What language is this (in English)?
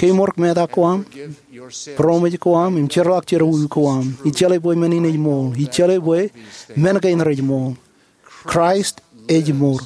Marshallese